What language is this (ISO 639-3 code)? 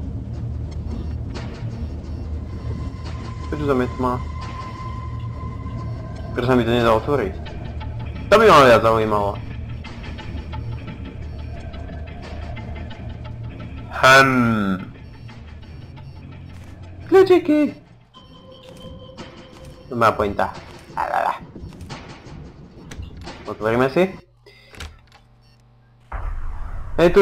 slk